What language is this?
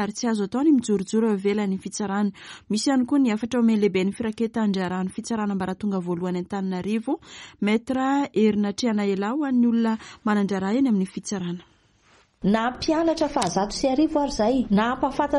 Malagasy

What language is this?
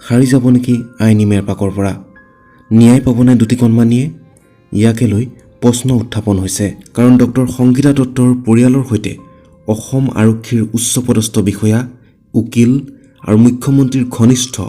Assamese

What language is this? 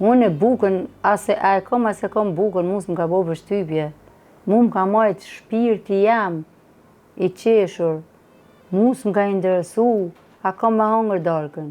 Albanian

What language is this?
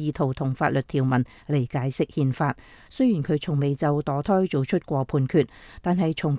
Cantonese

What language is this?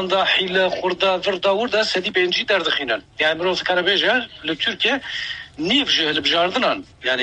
Kurdish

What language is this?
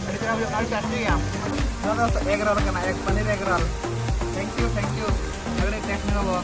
Santali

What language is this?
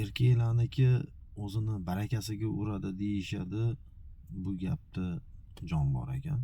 Uzbek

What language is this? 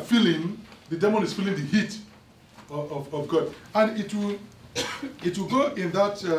English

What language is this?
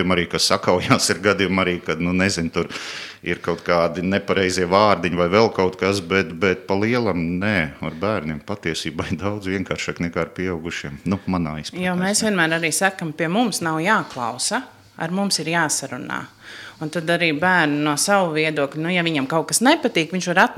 Latvian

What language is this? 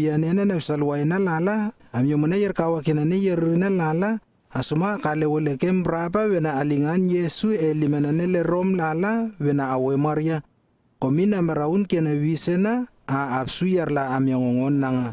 Lewo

